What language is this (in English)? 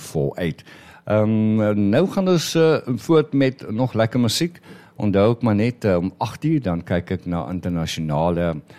Afrikaans